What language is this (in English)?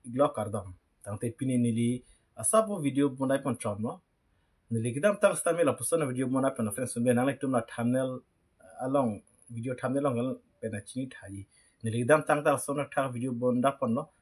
Karbi